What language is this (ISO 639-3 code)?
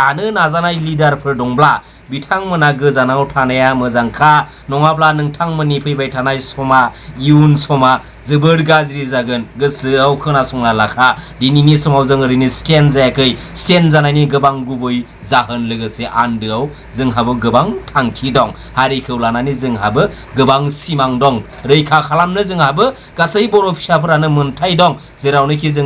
brx